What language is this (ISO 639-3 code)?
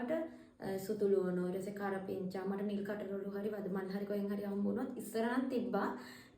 sin